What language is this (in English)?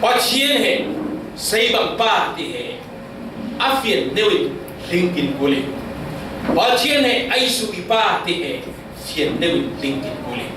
Falam Chin